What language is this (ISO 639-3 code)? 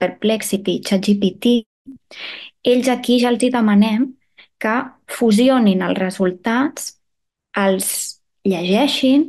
cat